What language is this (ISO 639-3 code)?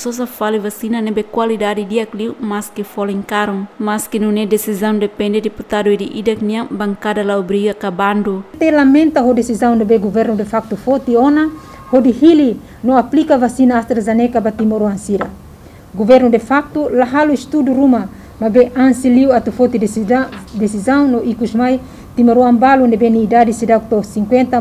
tet